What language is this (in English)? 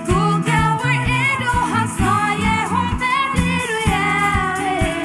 Faroese